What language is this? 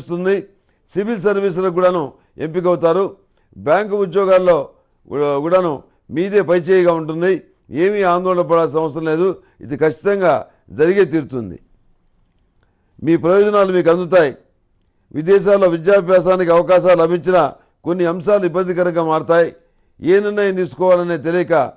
Telugu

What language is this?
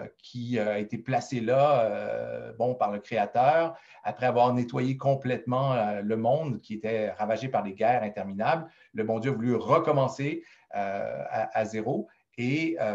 French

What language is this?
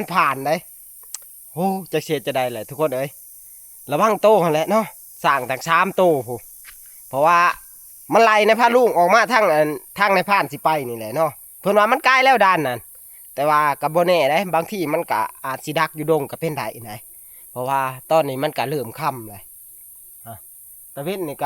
Northeastern Thai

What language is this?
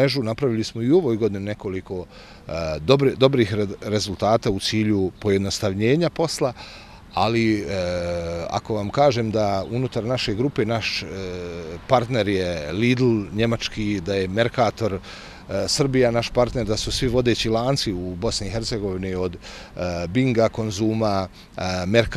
Bosnian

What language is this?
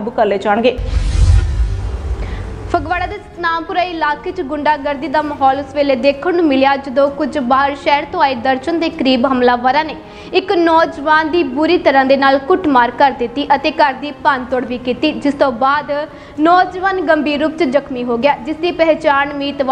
Punjabi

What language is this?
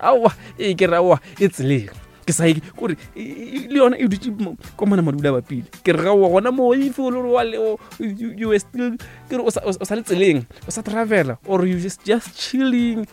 Northern Sotho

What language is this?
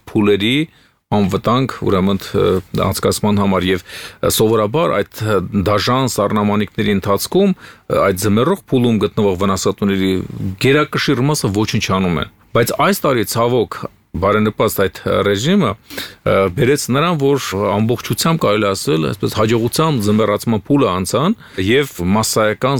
Armenian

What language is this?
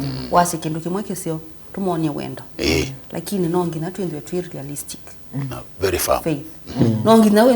Kamba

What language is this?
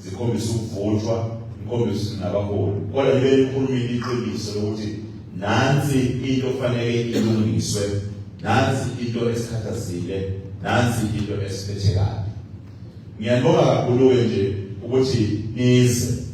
Zulu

